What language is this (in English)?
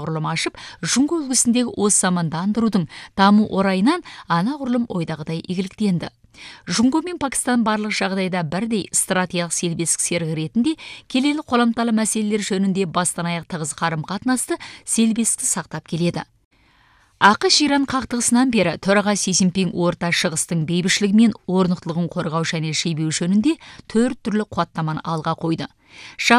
Kazakh